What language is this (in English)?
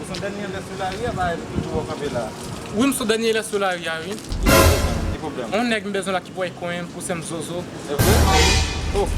Haitian Creole